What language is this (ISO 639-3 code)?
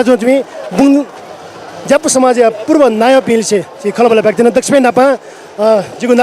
new